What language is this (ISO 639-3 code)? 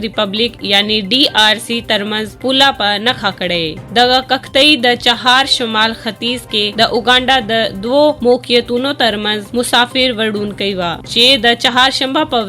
pus